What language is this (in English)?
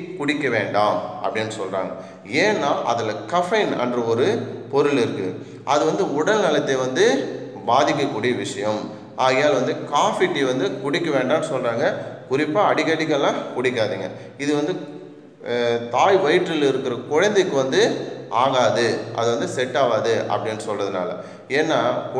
Tamil